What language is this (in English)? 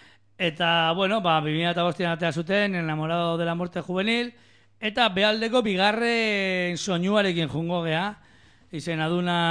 Basque